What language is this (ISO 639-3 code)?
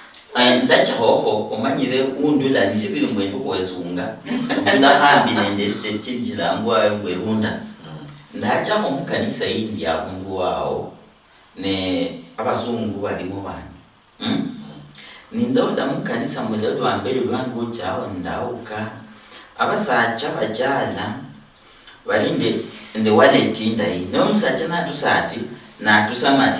luy